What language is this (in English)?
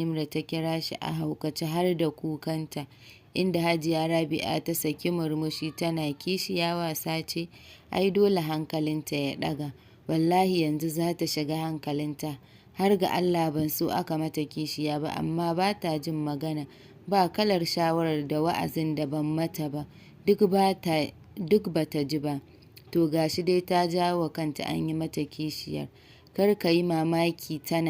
Hausa